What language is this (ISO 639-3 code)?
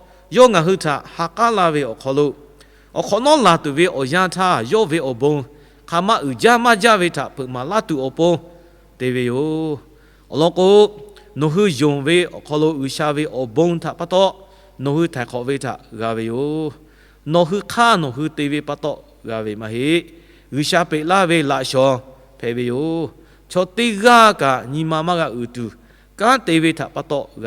lhu